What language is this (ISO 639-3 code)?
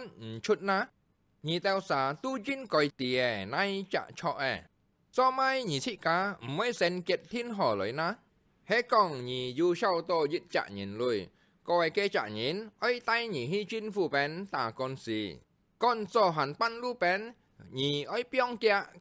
hak